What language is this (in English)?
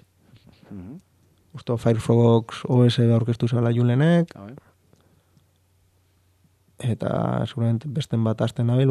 Basque